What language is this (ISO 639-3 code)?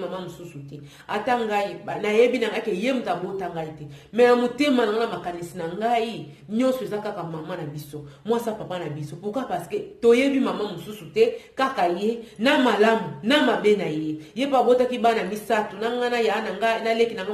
lin